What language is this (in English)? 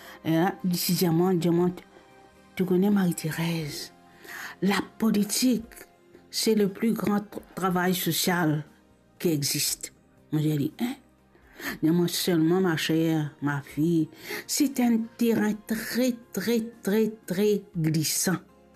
Morisyen